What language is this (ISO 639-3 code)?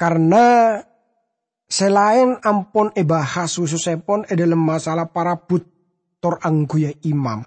mad